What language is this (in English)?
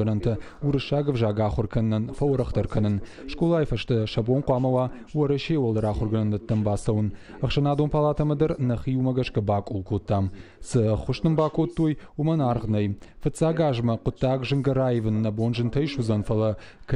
Ossetic